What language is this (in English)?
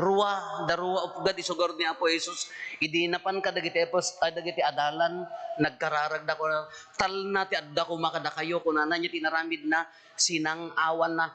Iloko